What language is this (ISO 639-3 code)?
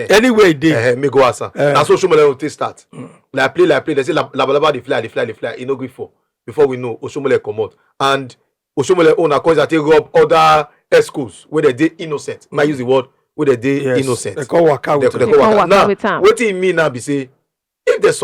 pcm